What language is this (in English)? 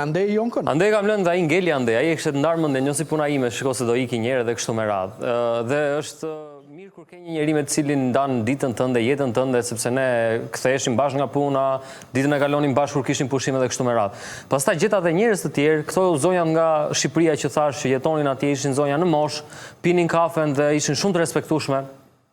Albanian